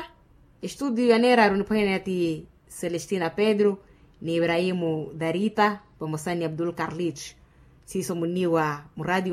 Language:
Makhuwa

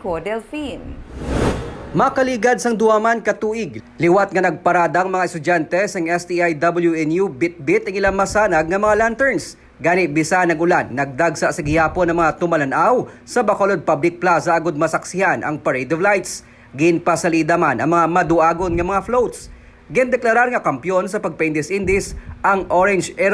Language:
Hiligaynon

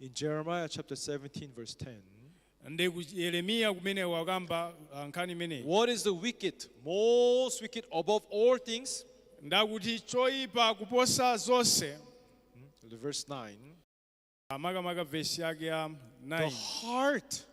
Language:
Nyanja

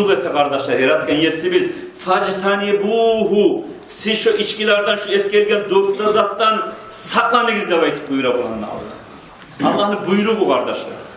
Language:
Kumyk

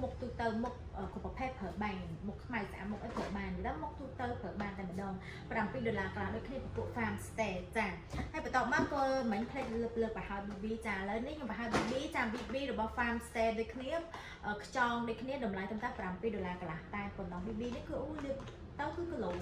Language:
Khmer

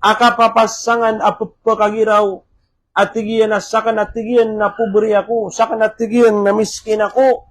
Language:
Maranao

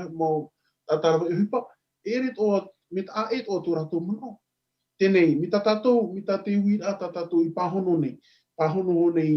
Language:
Tahitian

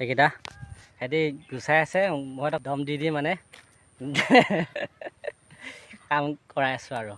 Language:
Assamese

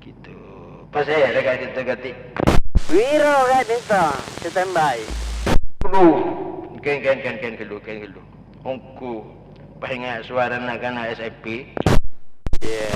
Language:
Madurese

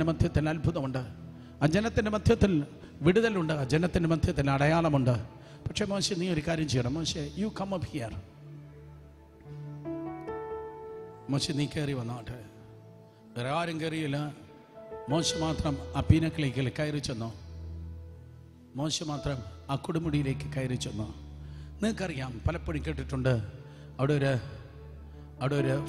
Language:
Malayalam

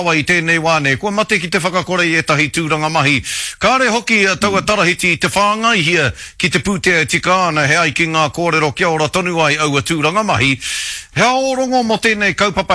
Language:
Māori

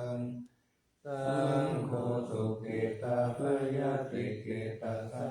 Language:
Pali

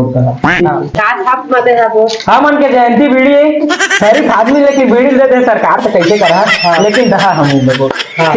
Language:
Chhattisgarhi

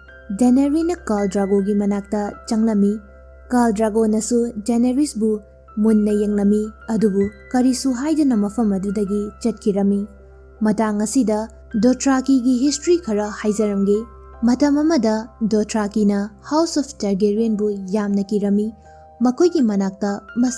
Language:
Manipuri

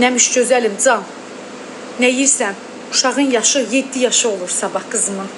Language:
Azerbaijani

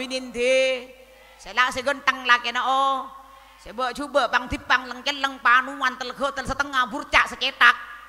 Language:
Madurese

